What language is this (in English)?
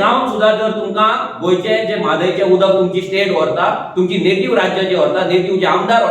Konkani